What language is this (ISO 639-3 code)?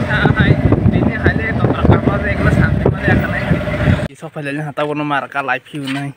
trp